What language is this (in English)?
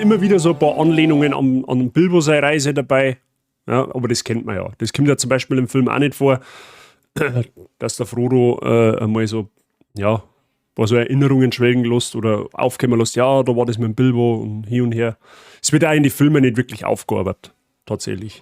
Bavarian